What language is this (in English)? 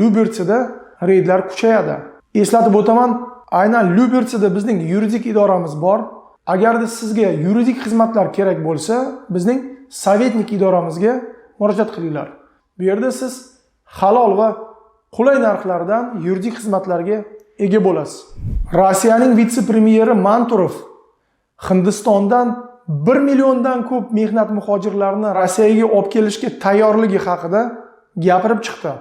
Uzbek